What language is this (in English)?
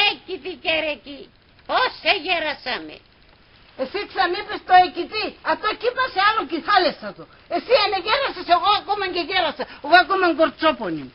Pontic